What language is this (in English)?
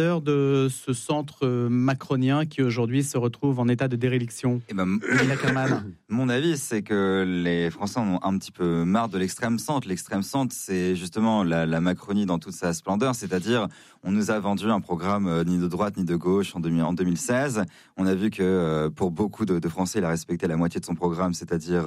French